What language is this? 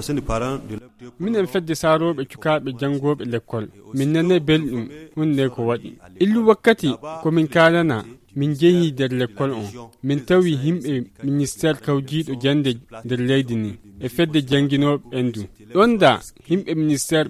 Fula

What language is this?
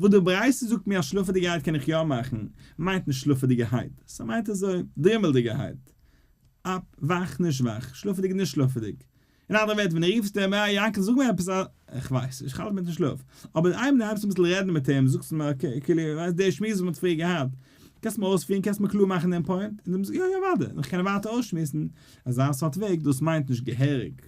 Yiddish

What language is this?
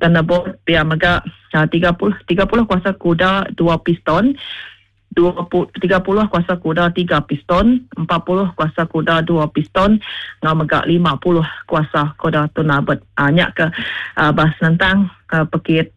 Iban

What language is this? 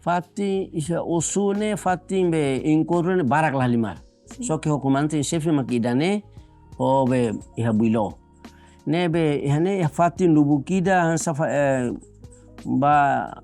Tetum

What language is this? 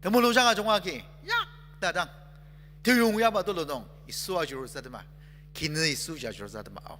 Ao Naga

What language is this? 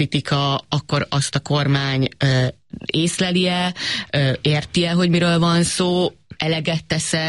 Hungarian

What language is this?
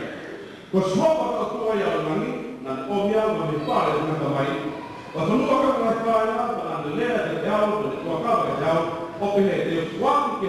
Tongan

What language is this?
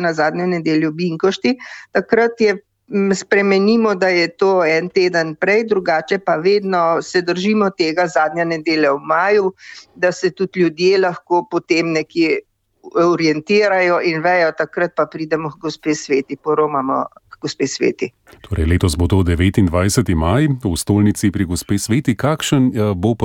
Slovenian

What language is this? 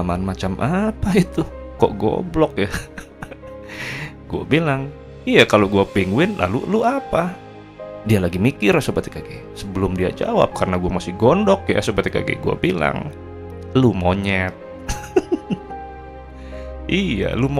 Indonesian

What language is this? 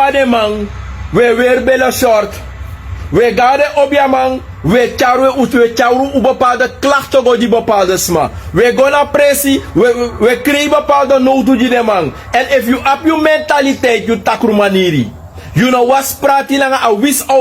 Sranan Tongo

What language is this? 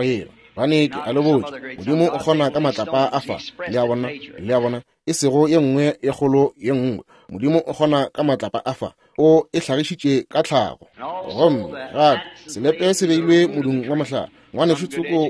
Northern Sotho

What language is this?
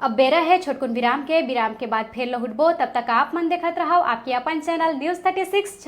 Chhattisgarhi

